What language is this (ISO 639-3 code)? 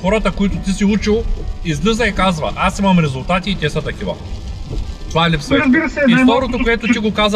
bul